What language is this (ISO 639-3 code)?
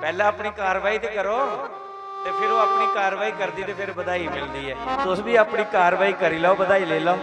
doi